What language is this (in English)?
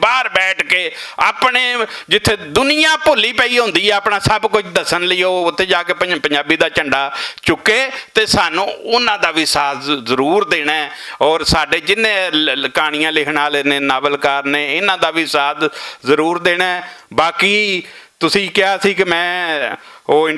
Western Panjabi